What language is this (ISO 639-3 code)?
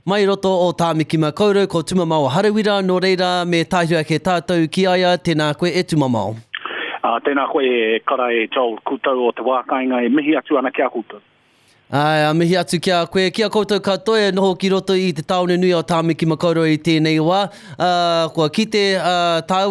mri